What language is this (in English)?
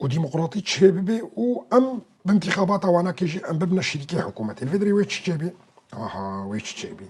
Kurdish